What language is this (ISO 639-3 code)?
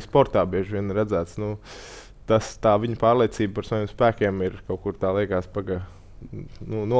lav